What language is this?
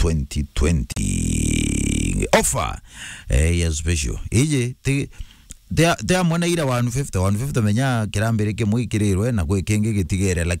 Meru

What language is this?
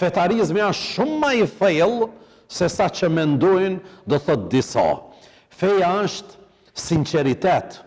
Albanian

